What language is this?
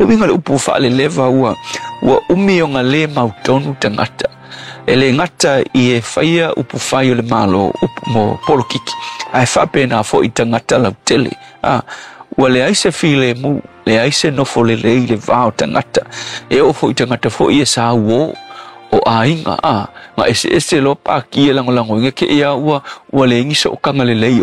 Samoan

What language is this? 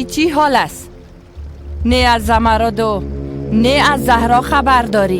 Persian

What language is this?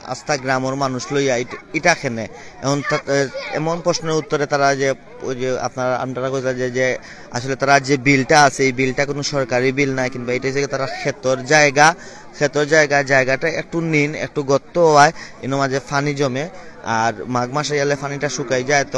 Sylheti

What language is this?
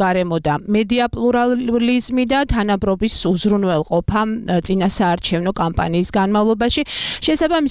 Georgian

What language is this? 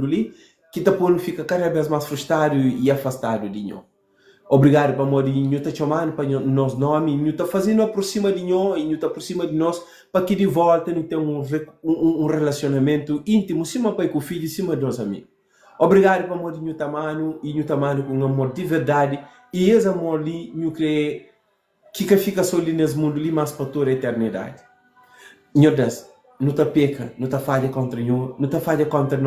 Kabuverdianu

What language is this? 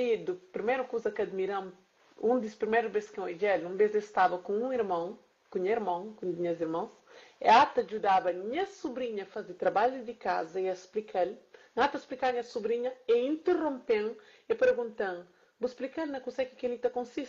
Kabuverdianu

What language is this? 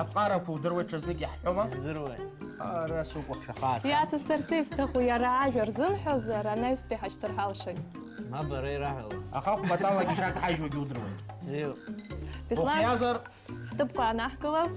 Abkhazian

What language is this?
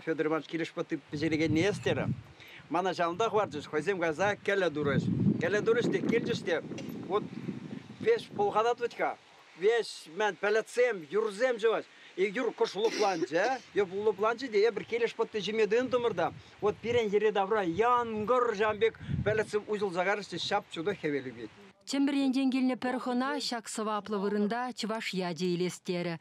Chuvash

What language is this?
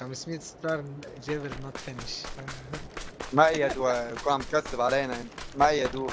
North Levantine Arabic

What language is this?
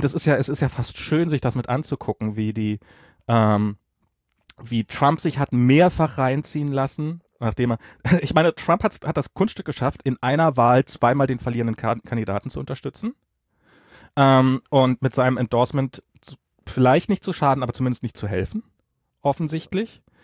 German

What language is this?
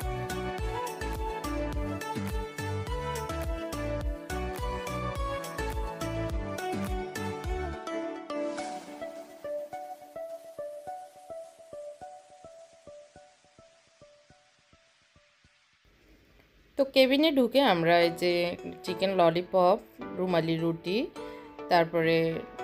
Bangla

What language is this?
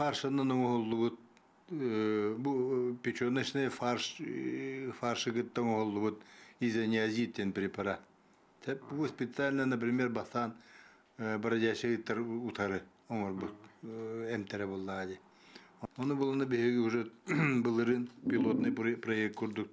Yakut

